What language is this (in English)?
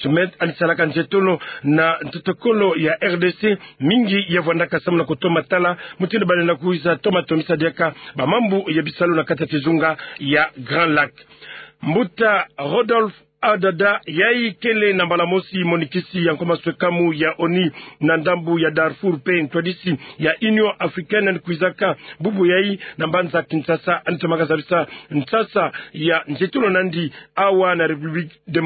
Kituba (Democratic Republic of Congo)